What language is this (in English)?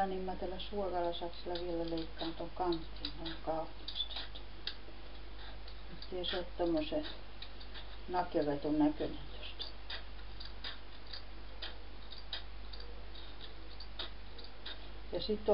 Finnish